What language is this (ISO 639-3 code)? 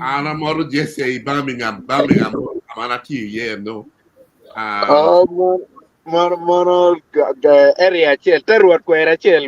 ach